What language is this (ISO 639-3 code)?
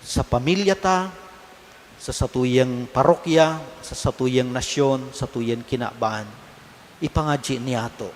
bik